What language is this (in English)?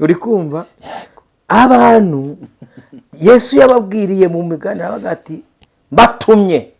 Kinyarwanda